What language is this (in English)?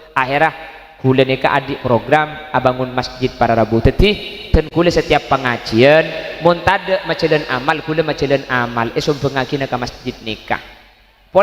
Madurese